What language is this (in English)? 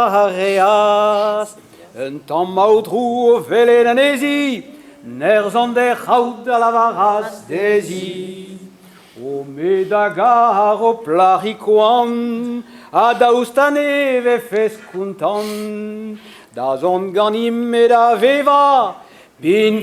Breton